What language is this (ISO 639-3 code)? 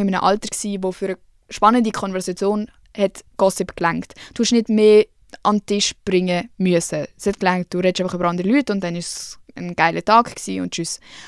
gsw